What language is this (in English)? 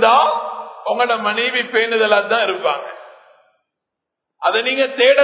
Tamil